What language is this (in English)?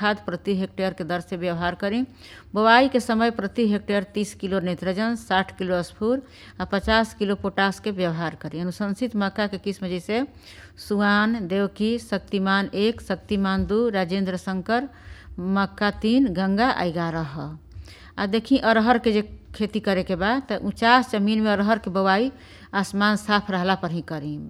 Bhojpuri